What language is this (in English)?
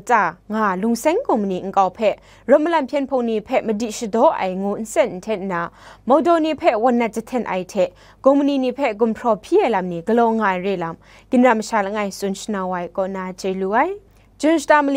Kachin